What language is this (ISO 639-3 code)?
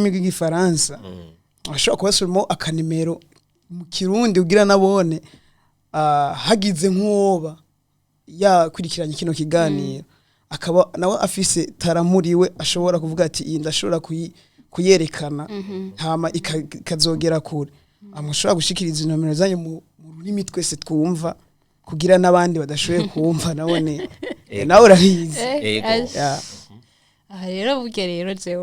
run